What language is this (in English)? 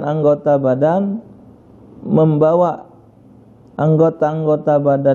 Musi